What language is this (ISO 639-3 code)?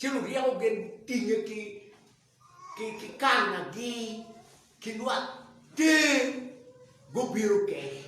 ach